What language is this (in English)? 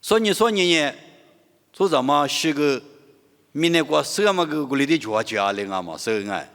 Lisu